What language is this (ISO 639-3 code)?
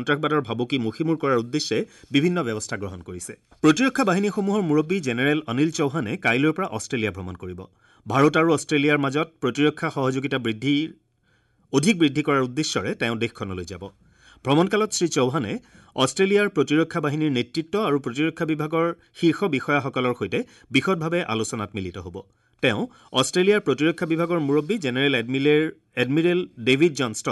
asm